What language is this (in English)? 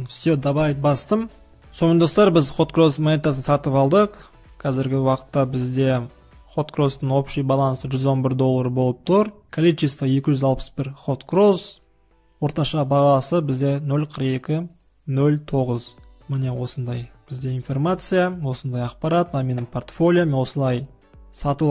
Kazakh